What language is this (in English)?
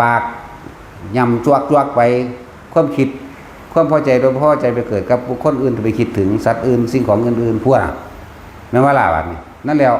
Northeastern Thai